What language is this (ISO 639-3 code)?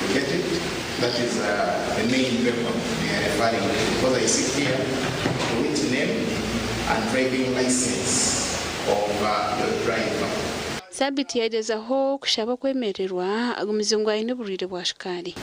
nyn